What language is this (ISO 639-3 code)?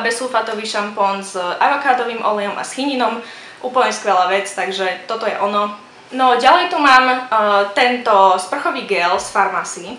slk